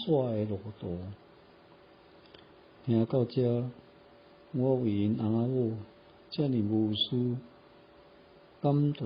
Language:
Min Nan Chinese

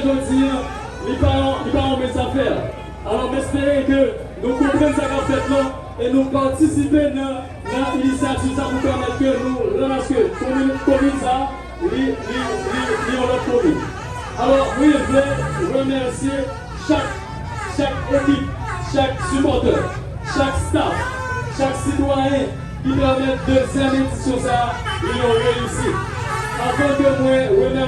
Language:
Haitian Creole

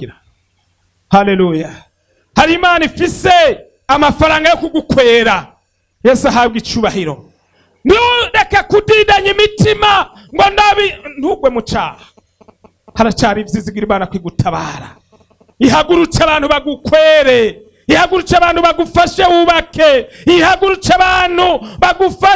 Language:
Rundi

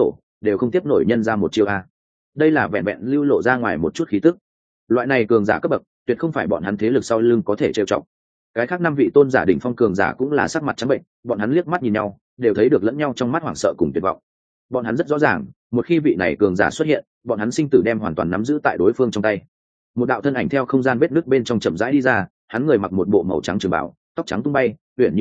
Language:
Vietnamese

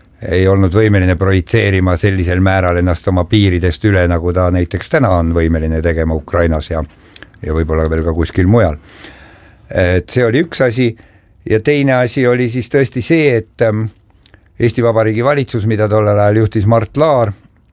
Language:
Estonian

